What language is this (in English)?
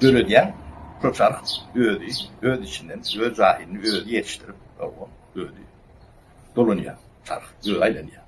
Turkmen